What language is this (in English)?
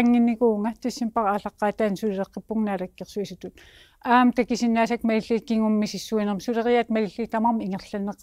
Kalaallisut